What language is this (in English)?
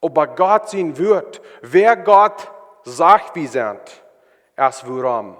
Plautdietsch